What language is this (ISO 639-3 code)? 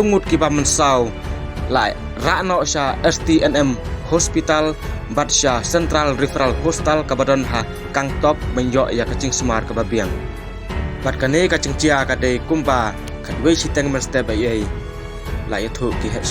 kha